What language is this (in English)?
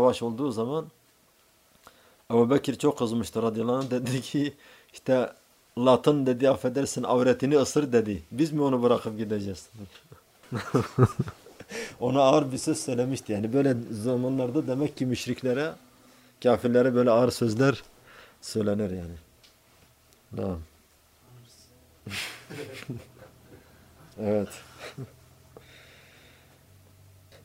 Turkish